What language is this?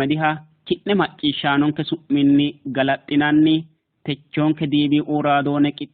Sidamo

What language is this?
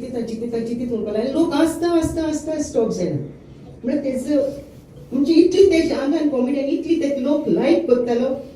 Konkani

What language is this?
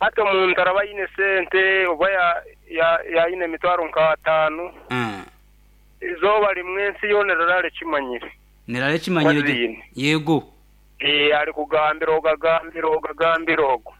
Nyankole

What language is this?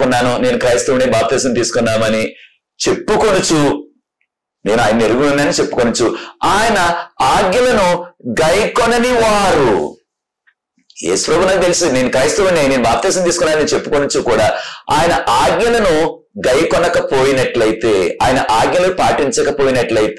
Telugu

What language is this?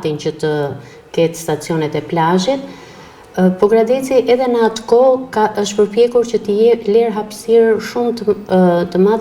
Albanian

